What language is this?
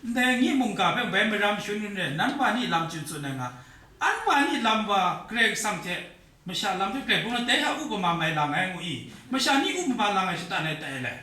Kachin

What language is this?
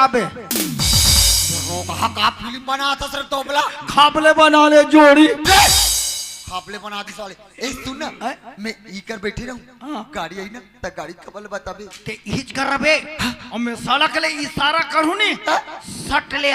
Chhattisgarhi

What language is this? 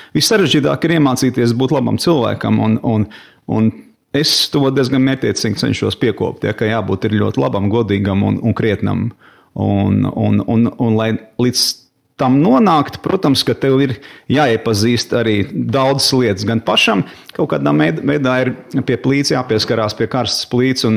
Latvian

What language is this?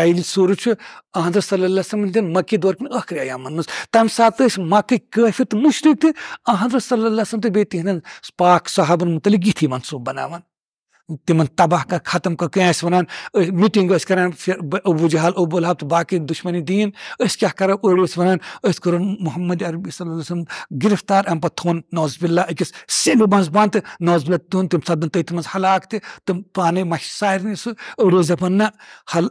Kashmiri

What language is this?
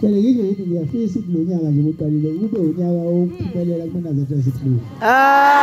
Zulu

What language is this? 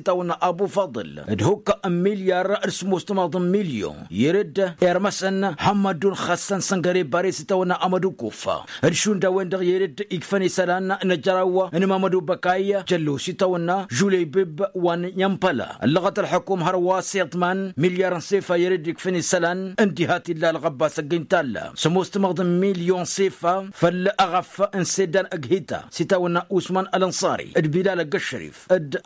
Tamasheq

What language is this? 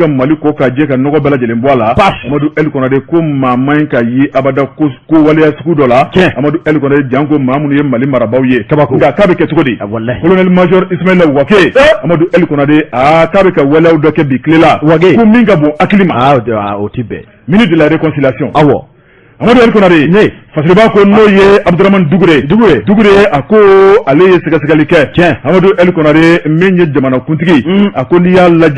Bambara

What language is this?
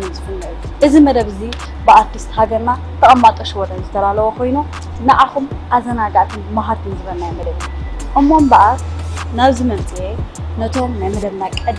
Tigrinya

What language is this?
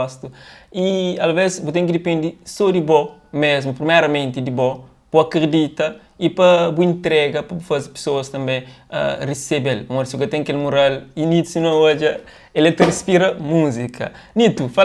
Kabuverdianu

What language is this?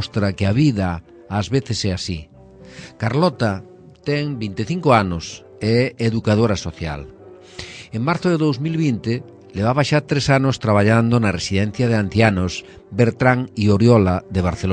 Galician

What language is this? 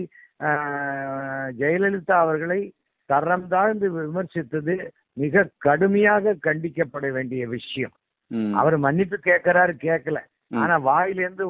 Tamil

